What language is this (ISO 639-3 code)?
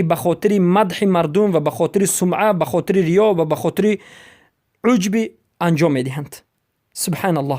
fas